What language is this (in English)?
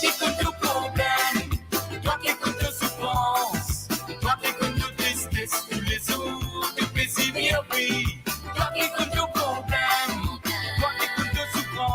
Morisyen